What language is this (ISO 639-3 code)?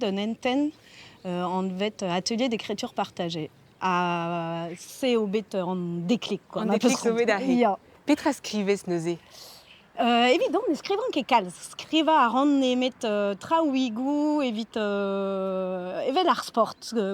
bre